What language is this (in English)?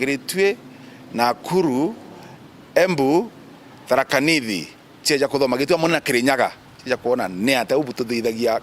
Meru